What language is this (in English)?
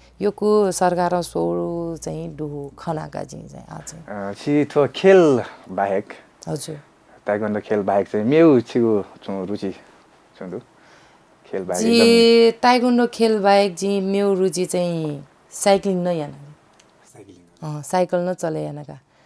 Newari